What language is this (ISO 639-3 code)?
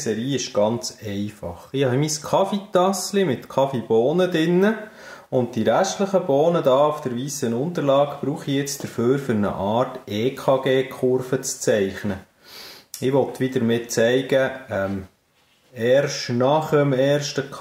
gsw